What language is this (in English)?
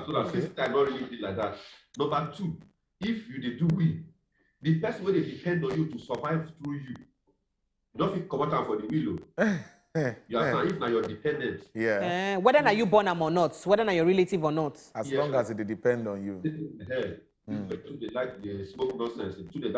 Nigerian Pidgin